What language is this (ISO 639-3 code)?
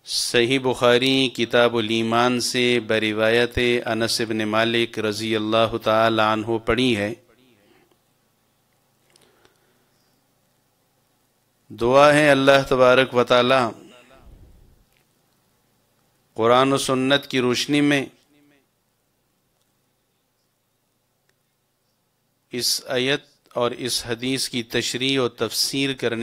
urd